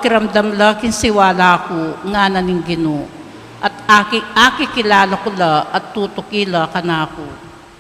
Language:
Pampanga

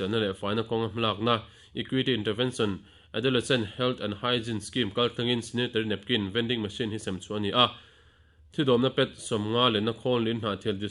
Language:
Mizo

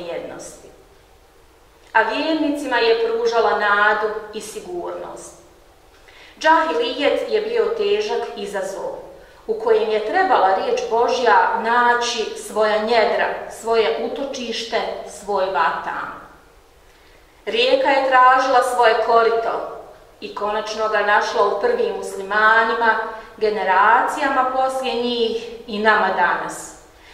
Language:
Bosnian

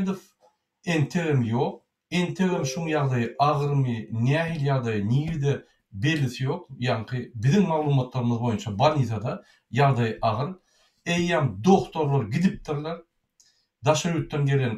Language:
Turkmen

